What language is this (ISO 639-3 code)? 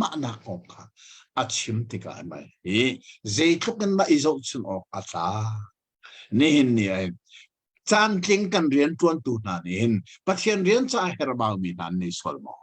cnh